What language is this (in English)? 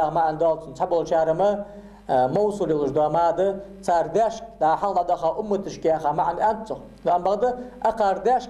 Ingush